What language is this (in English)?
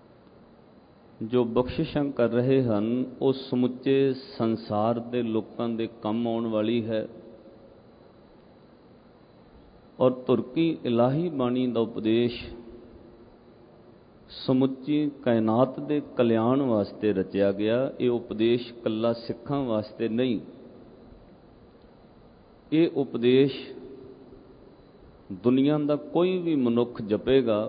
Punjabi